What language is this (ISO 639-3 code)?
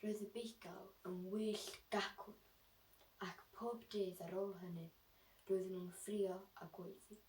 cym